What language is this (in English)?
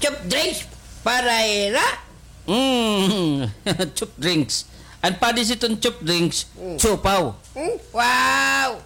Waray